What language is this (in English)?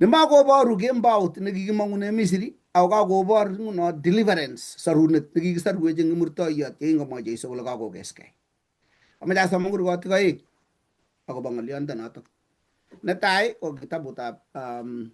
Kalenjin